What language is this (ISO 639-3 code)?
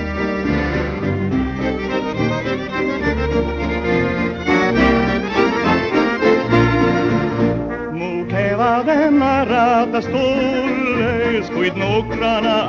est